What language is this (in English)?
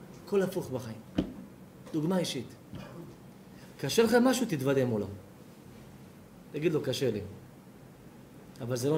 Hebrew